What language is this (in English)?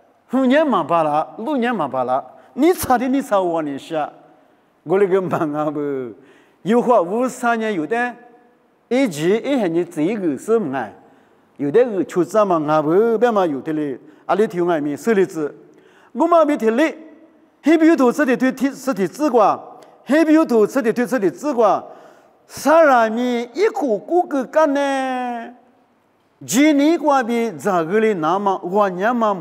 Lisu